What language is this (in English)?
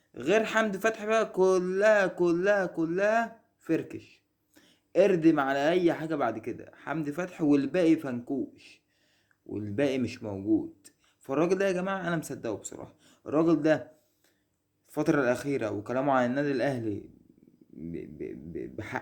Egyptian Arabic